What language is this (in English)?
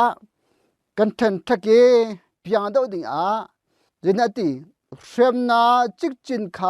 Hakha Chin